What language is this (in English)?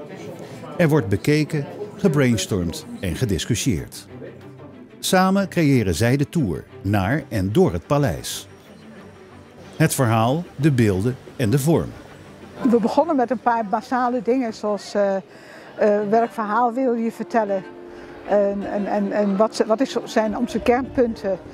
Dutch